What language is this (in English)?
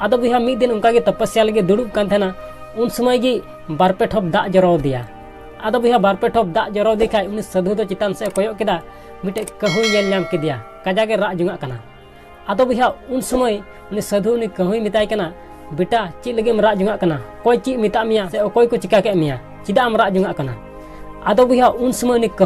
Santali